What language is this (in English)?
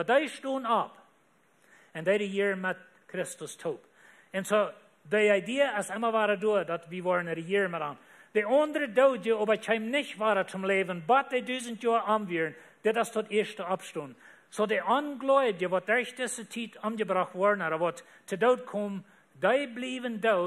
Plautdietsch